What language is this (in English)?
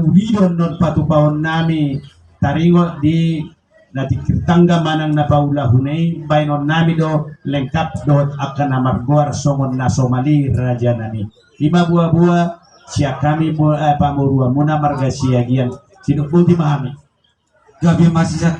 Batak Toba